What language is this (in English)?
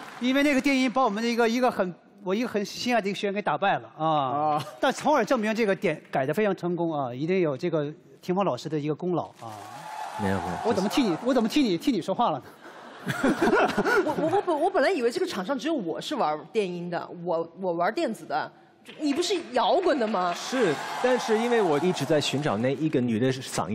Chinese